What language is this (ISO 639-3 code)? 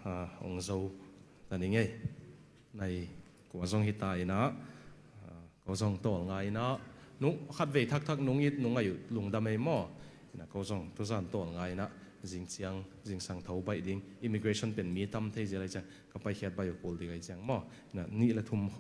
ctd